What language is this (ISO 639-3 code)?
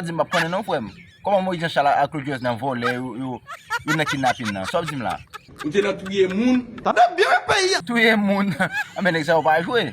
hat